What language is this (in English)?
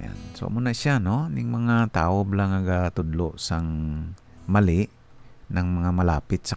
Hiligaynon